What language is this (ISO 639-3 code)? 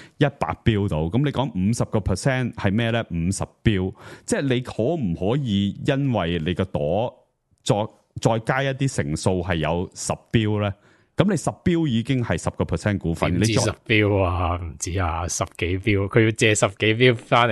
yue